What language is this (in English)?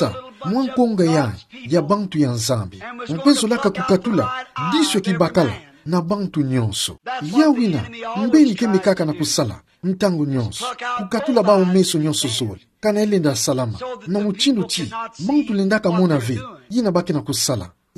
Kituba (Democratic Republic of Congo)